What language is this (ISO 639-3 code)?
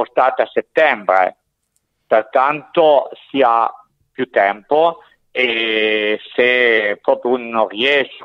ita